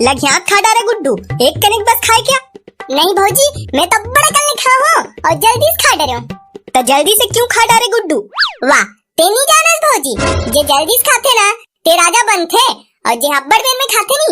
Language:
Chhattisgarhi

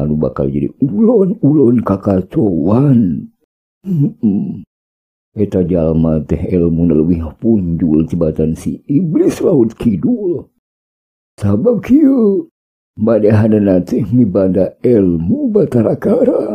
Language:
Sundanese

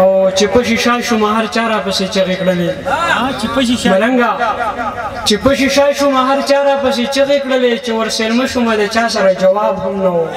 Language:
Pashto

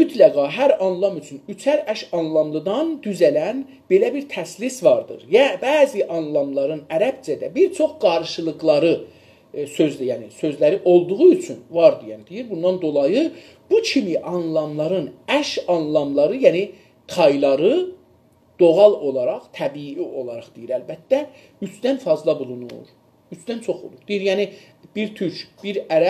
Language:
South Azerbaijani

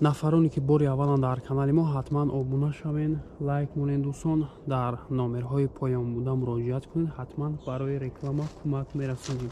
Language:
Tajik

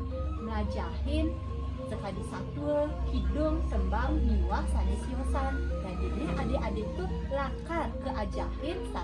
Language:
Balinese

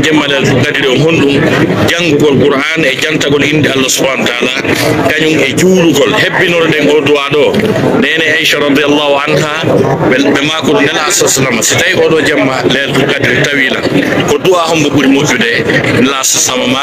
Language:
Fula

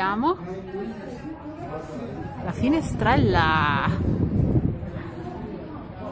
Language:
Italian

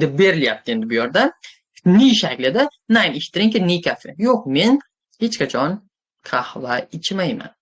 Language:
Uzbek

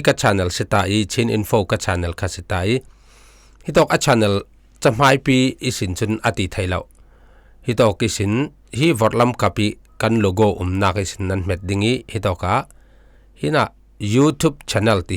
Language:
Falam Chin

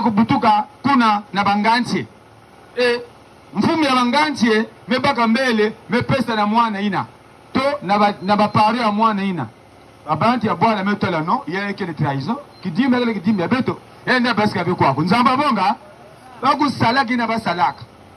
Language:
Kituba (Democratic Republic of Congo)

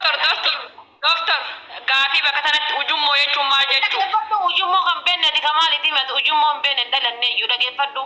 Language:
Oromo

